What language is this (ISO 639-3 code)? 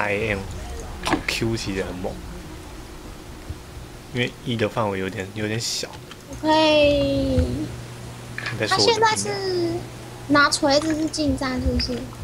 zho